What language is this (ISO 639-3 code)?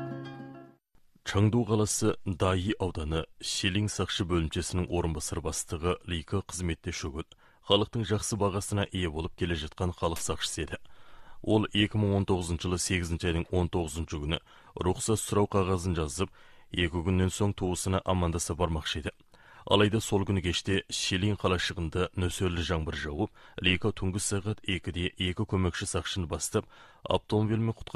kaz